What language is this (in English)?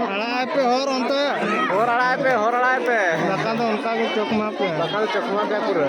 Santali